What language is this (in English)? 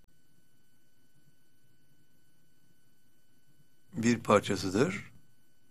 Turkish